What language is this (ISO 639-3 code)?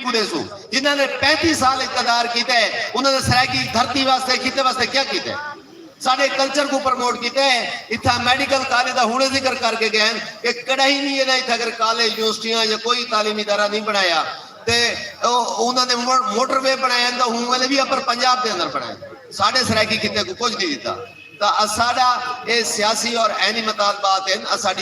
skr